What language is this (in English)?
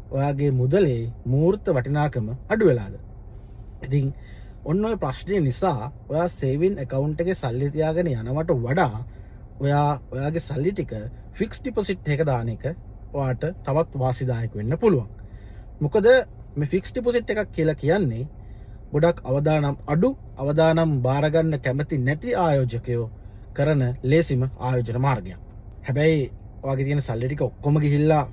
Sinhala